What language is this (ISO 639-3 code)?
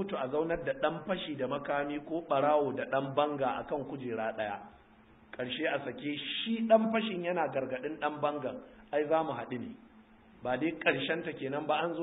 hau